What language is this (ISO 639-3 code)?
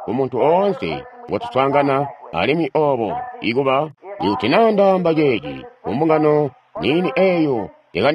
toi